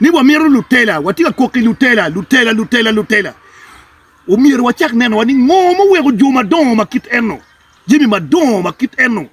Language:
Acoli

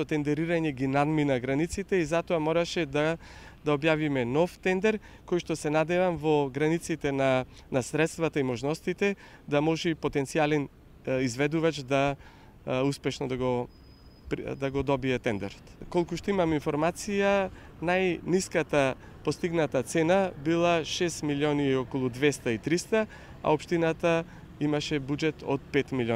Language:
Macedonian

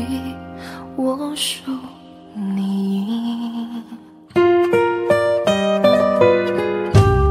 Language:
Chinese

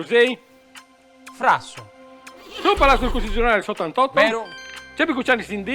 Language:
Sardinian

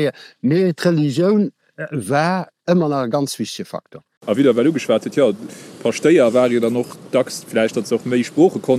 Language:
Luxembourgish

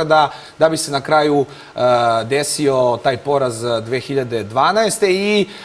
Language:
Serbian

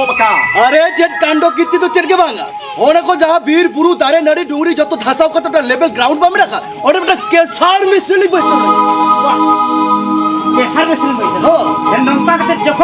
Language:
Santali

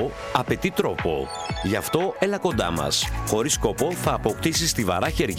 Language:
Greek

